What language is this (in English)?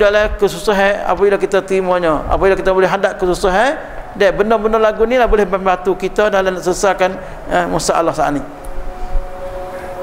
Malay